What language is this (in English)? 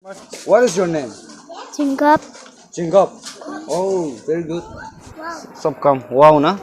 Naga Pidgin